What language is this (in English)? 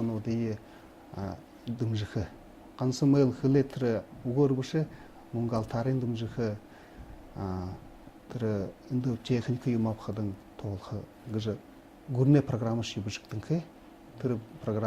Buriat